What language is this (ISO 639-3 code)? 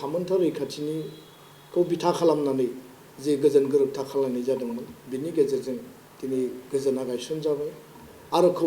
brx